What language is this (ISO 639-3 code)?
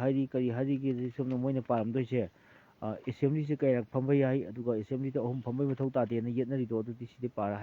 mni